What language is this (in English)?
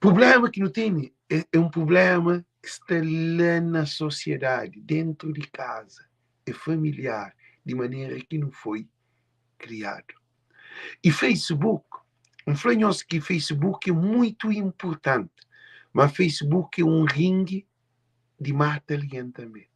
Kabuverdianu